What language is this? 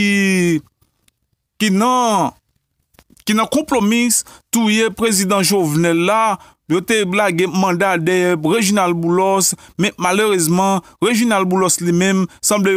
Haitian Creole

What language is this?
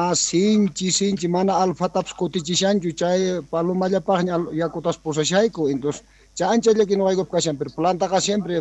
South Bolivian Quechua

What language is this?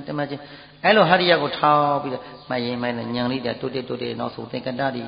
Burmese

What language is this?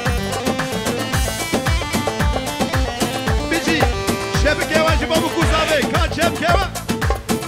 Kurdish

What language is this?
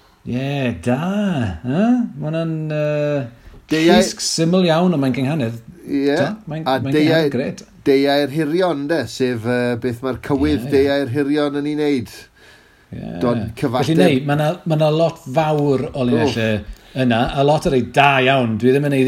Welsh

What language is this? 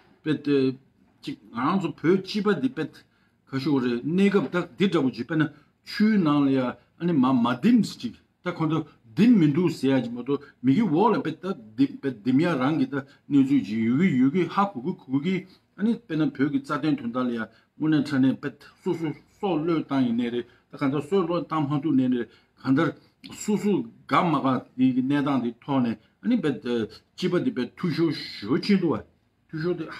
Tibetan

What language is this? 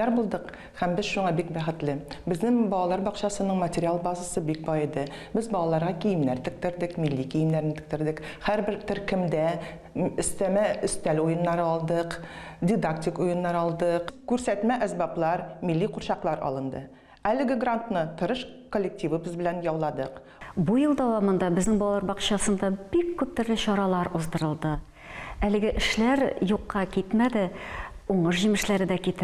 Tatar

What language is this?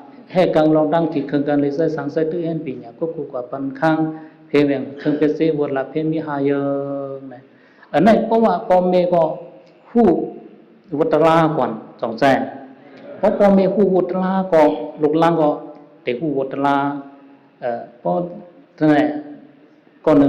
Shan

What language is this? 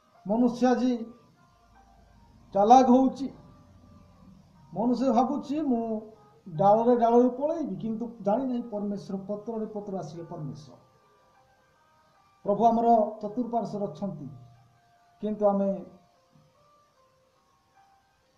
Odia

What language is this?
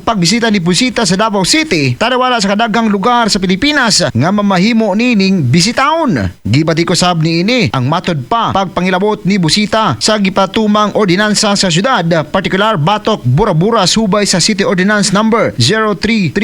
Cebuano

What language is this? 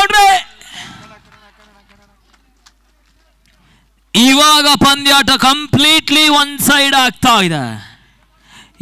Kannada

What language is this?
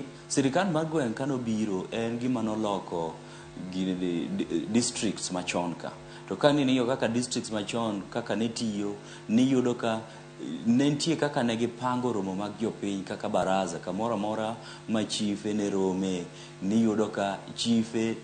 Luo (Kenya and Tanzania)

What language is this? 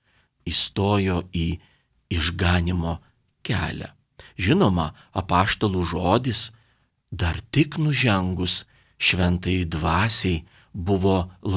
Lithuanian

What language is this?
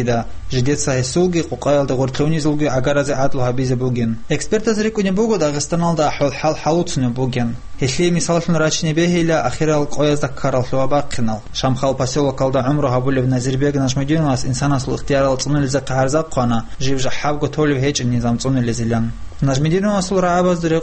Avaric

